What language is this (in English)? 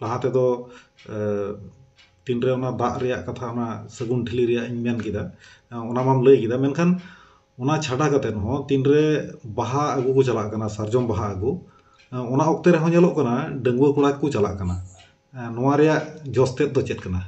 Santali